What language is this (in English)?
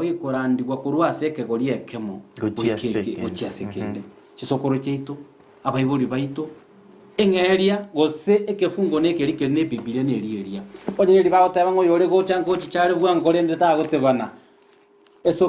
Gusii